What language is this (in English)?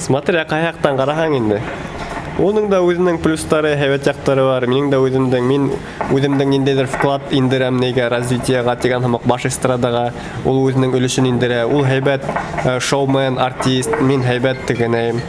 Bashkir